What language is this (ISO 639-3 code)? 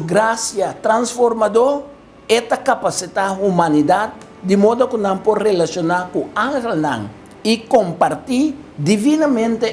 pap